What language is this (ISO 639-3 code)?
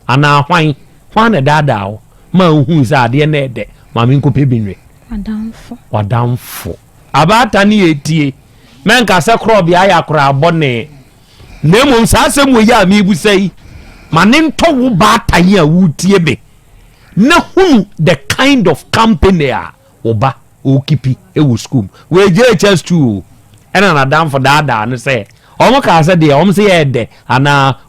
aka